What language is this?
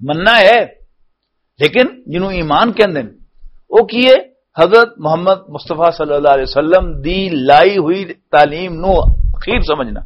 Western Panjabi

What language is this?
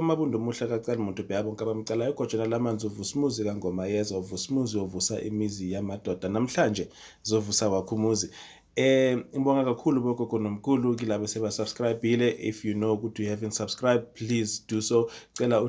Zulu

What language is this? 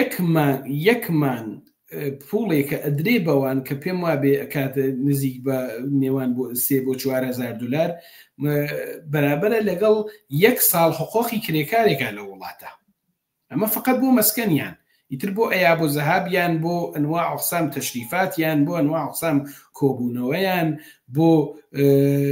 Central Kurdish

